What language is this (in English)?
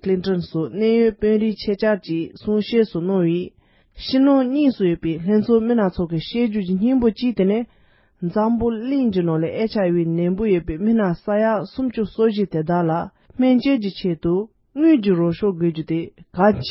Tibetan